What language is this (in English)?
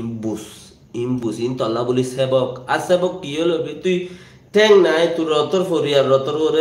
Rohingya